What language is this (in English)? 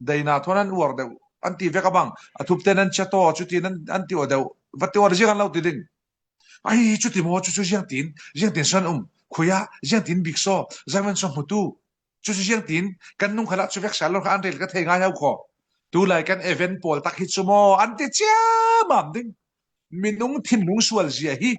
Falam Chin